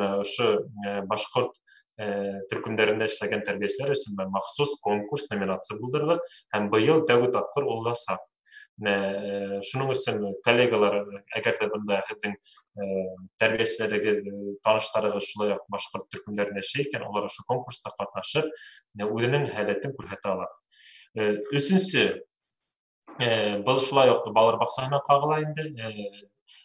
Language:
Bashkir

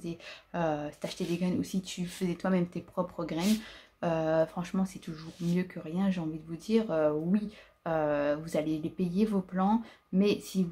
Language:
French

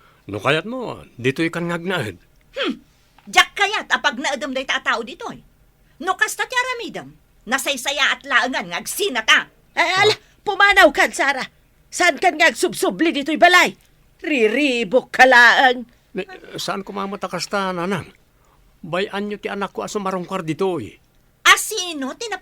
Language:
Iloko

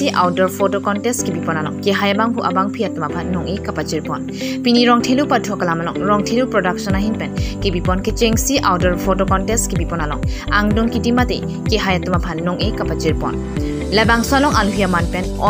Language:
Karbi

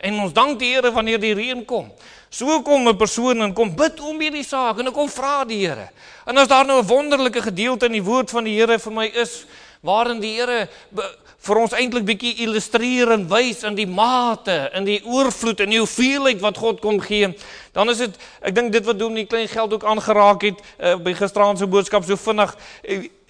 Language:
Afrikaans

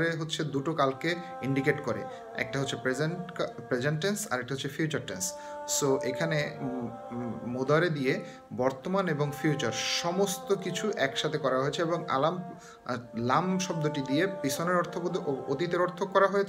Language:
Bangla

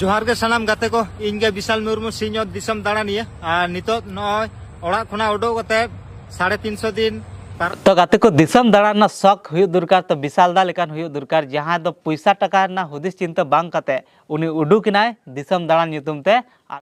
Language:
Santali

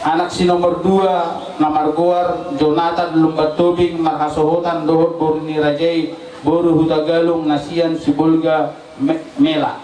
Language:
Batak Toba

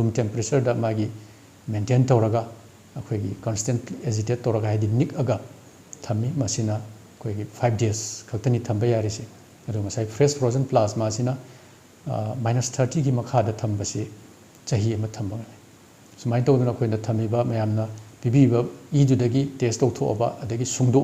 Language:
Manipuri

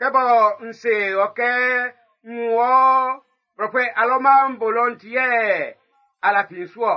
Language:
Baoulé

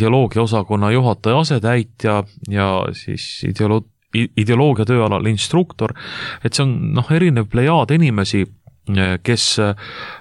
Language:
Estonian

